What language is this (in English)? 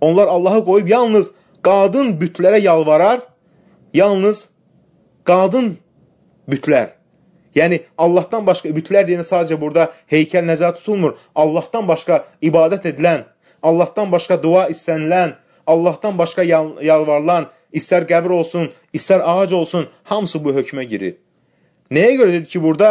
Azerbaijani